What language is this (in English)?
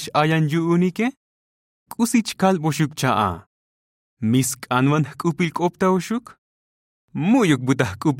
Tzotzil